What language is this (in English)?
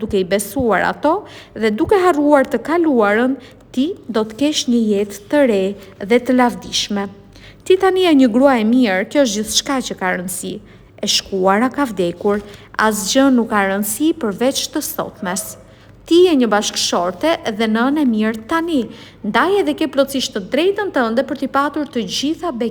Albanian